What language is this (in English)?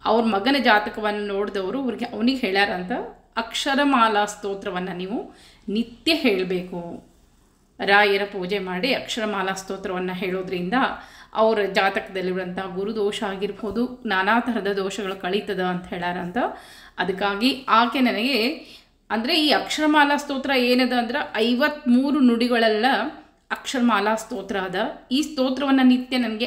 Kannada